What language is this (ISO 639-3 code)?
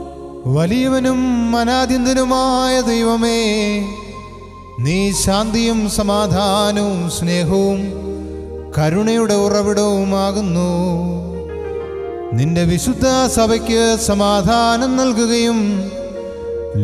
mal